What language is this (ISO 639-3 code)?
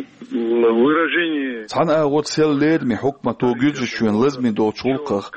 che